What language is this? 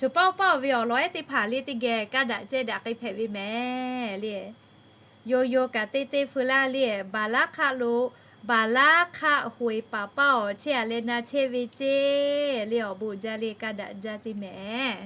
Lahu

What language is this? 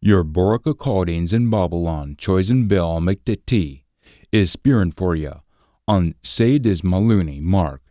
Scots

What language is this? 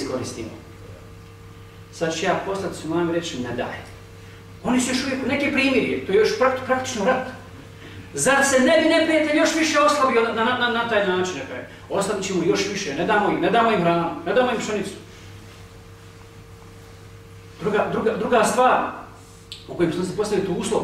Bosnian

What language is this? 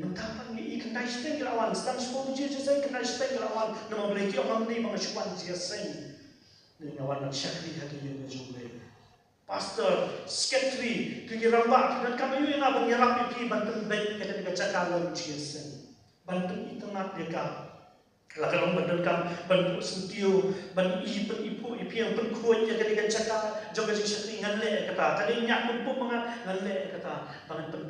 Khasi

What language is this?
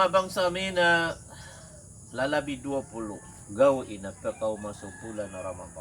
Maranao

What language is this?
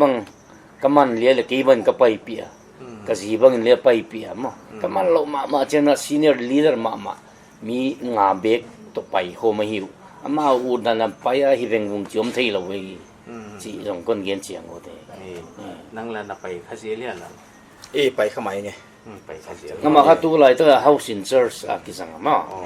Paite Chin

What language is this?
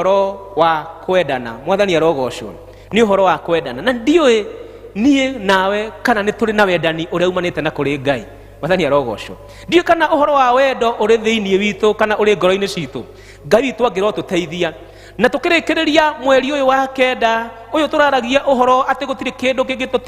Kikuyu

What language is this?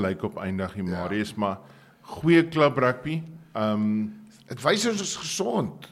Afrikaans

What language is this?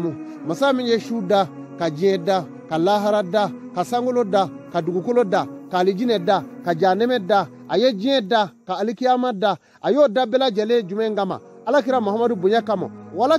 Bambara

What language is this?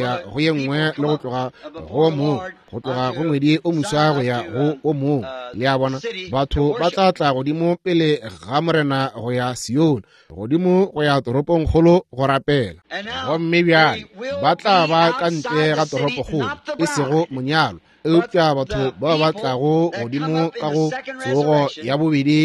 Northern Sotho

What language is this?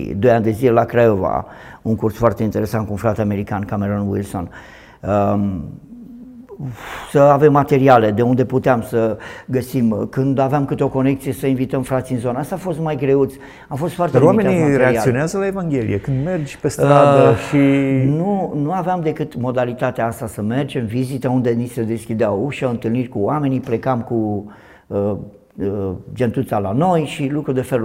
Romanian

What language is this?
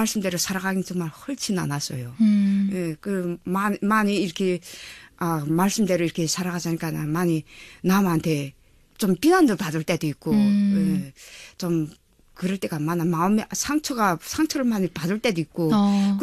Korean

